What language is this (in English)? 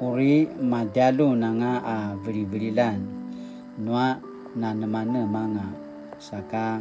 Paiwan